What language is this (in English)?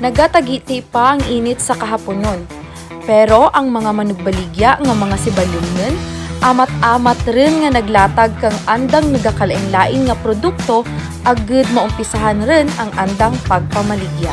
Kinaray-a